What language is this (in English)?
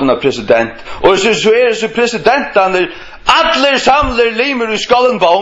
Faroese